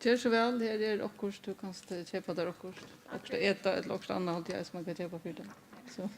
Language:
Faroese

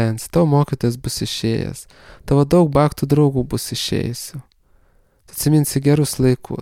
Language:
Lithuanian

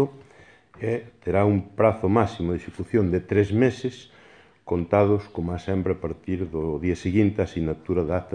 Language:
Galician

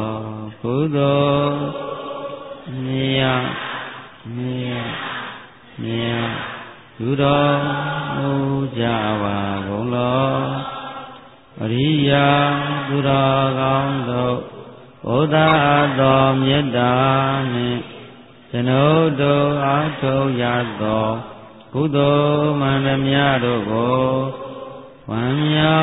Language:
Burmese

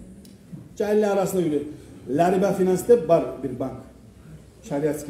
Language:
Kumyk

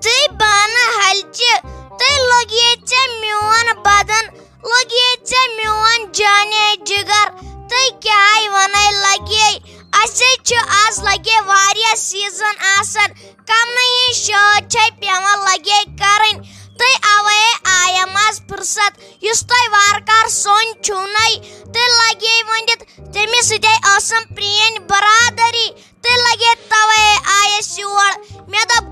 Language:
Kashmiri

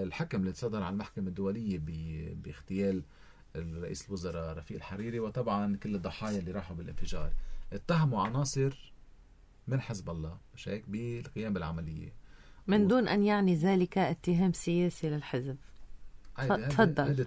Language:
North Levantine Arabic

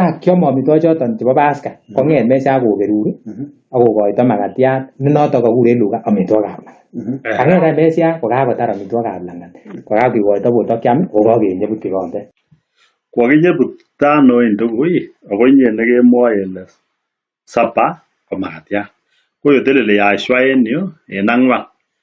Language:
Kalenjin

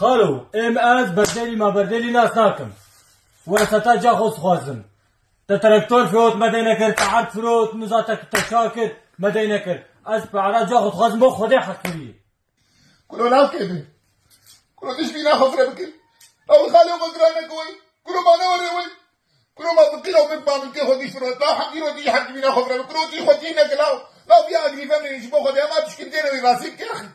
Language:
Kurdish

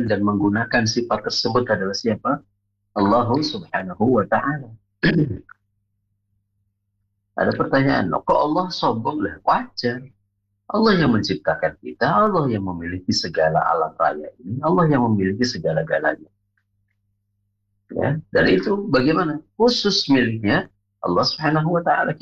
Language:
Indonesian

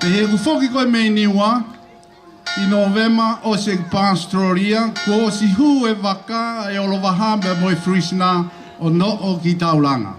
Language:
Tongan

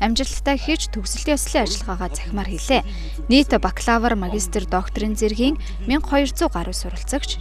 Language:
Mongolian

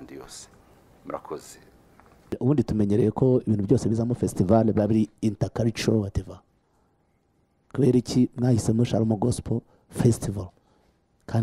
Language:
Kinyarwanda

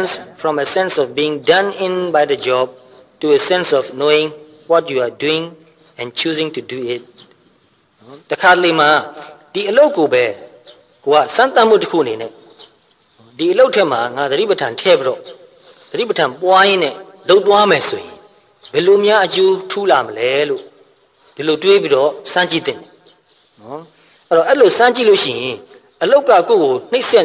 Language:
Burmese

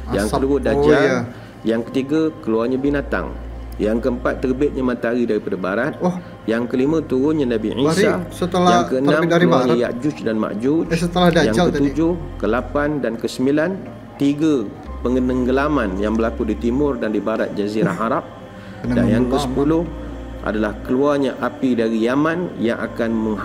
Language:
Malay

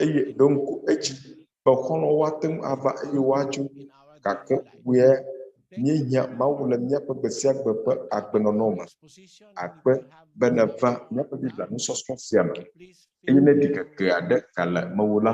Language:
Ewe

